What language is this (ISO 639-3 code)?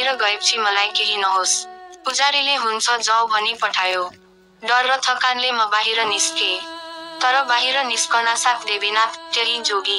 nep